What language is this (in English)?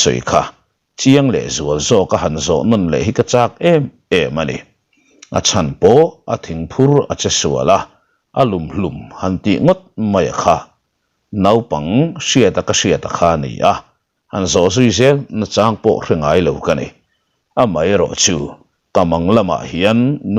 Mizo